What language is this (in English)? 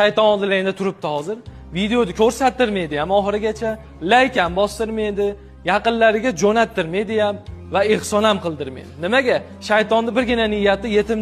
Uzbek